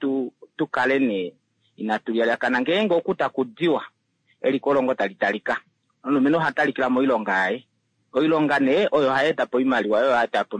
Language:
Kuanyama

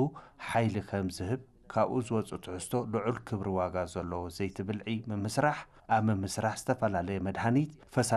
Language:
Tigrinya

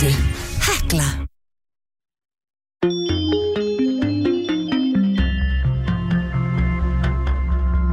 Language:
Icelandic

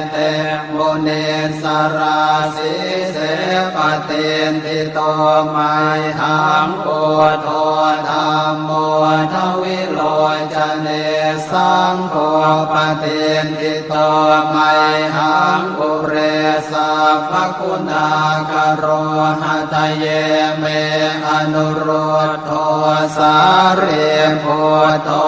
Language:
Pali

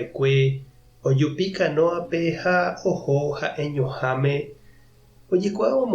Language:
Guarani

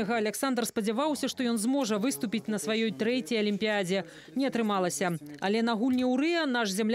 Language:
Belarusian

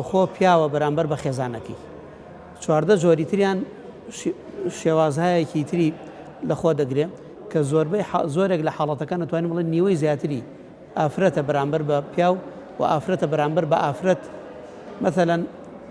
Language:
Central Kurdish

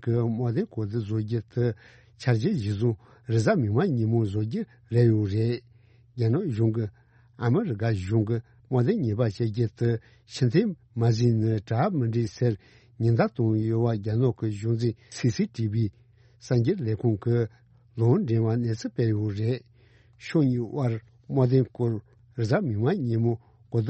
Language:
Tibetan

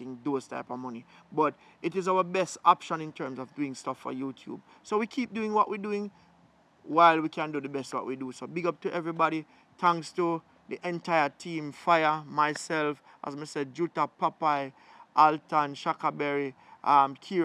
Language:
Jamaican Creole English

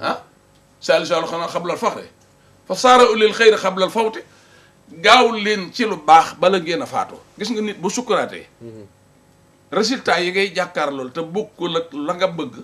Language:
Wolof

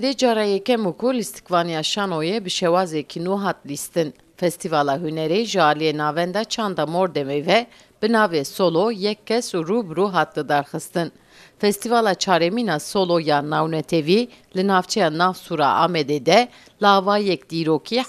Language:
Kurdish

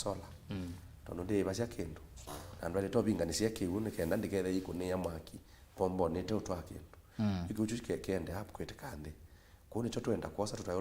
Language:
Kamba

